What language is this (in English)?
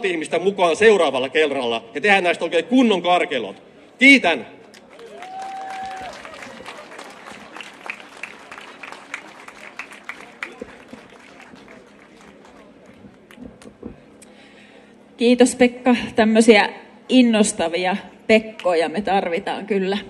Finnish